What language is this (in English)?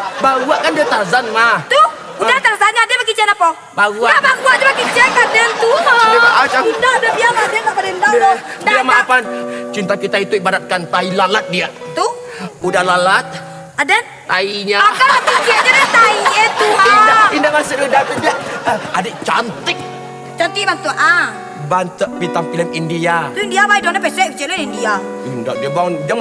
Minangkabau